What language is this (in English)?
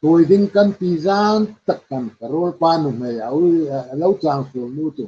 Hmar